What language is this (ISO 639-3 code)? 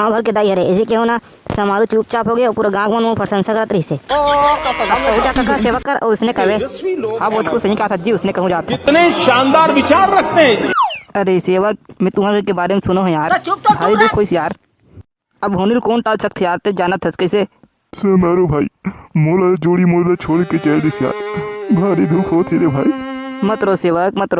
hne